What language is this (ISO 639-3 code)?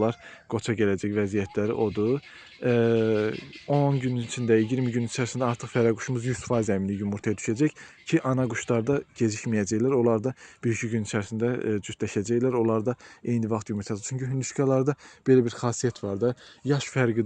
aze